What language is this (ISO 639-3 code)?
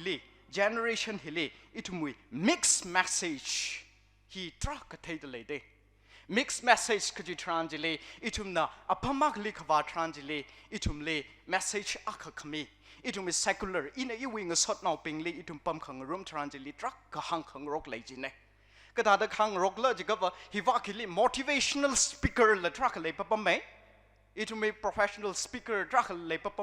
nmf